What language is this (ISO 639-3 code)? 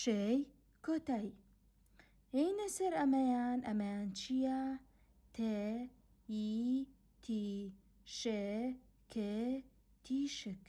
ckb